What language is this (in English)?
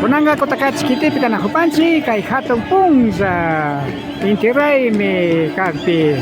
Imbabura Highland Quichua